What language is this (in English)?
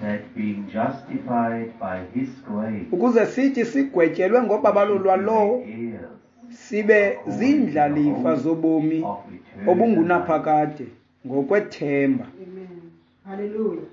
Xhosa